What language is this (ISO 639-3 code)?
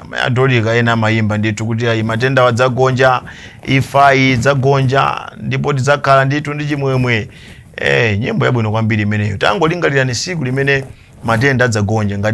nya